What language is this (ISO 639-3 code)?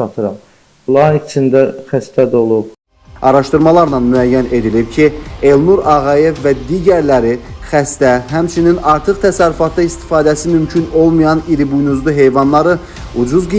aze